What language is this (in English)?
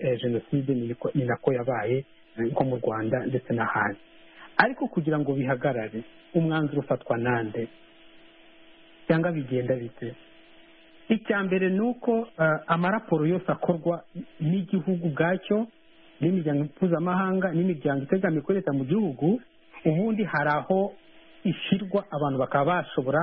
Kinyarwanda